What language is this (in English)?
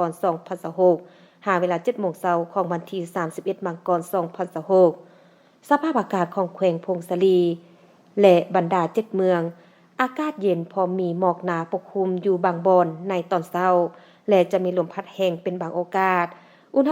Lao